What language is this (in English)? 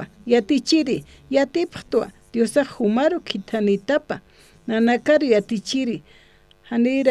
Aymara